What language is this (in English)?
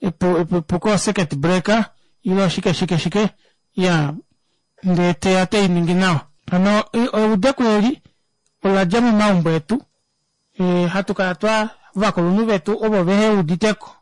Kuanyama